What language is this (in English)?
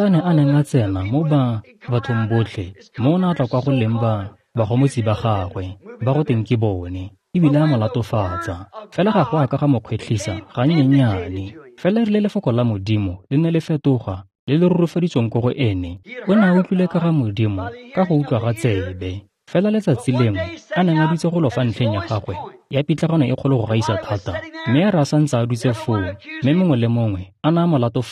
Tswana